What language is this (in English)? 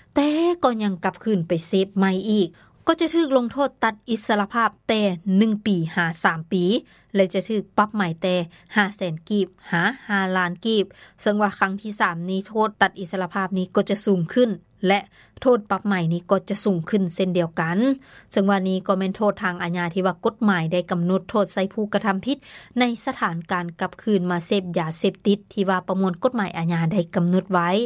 Lao